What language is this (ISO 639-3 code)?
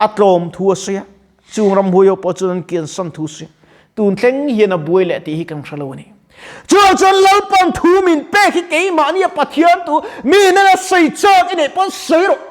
lus